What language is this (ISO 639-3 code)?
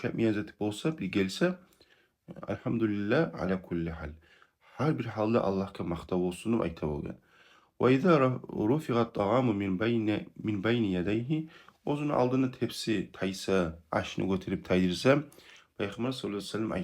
kum